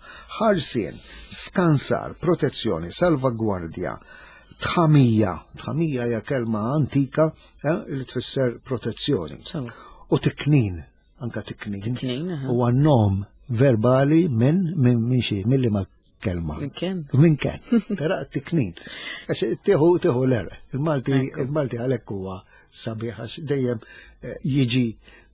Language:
Maltese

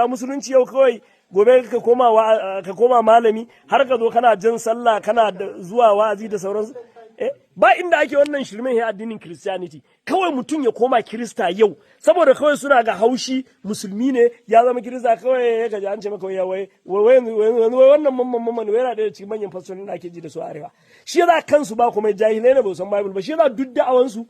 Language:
Hausa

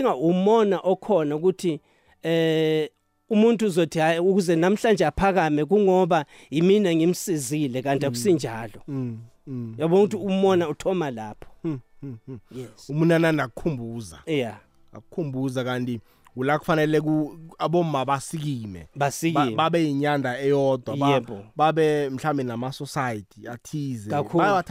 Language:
South Ndebele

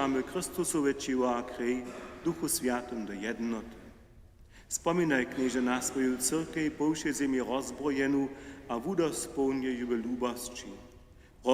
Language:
Upper Sorbian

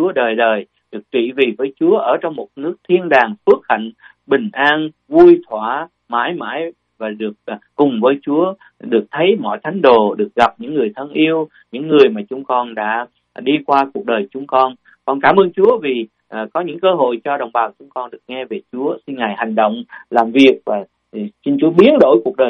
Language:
Vietnamese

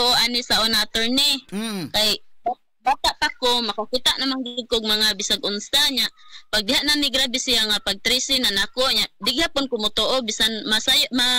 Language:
Cebuano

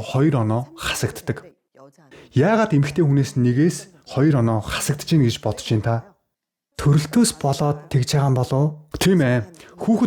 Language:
Mongolian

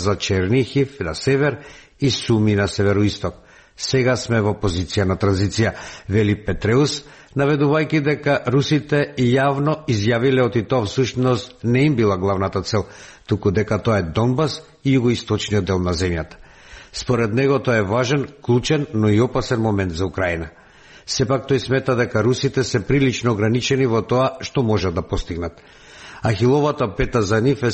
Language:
Macedonian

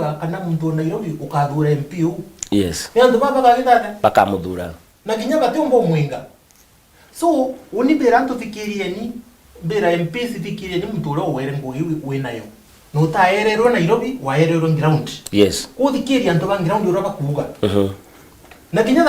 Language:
Meru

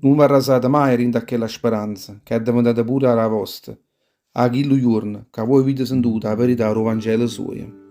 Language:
Neapolitan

